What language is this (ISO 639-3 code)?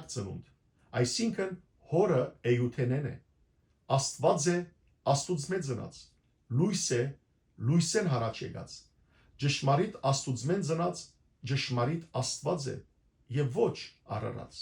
hyw